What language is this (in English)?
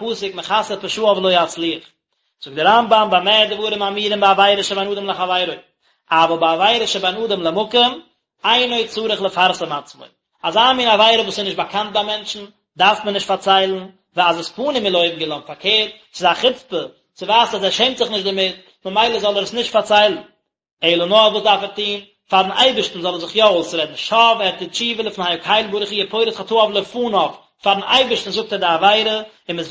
Yiddish